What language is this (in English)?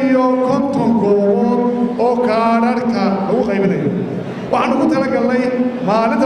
Somali